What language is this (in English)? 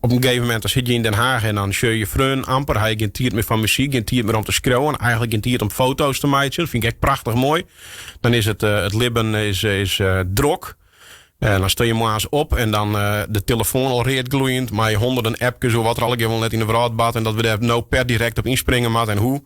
Western Frisian